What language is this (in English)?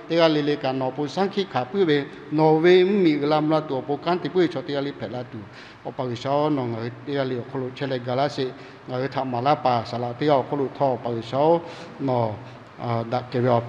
Lahu